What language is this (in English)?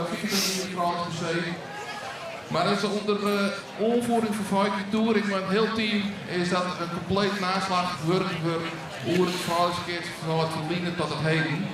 Western Frisian